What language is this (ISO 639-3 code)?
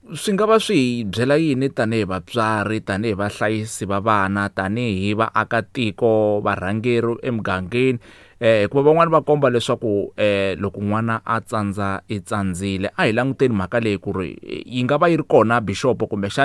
tso